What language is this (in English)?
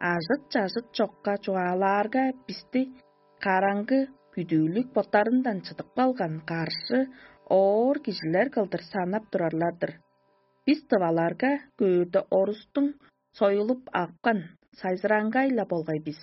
Tuvinian